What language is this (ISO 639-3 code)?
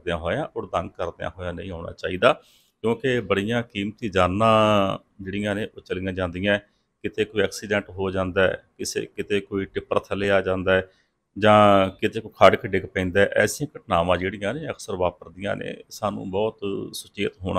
pan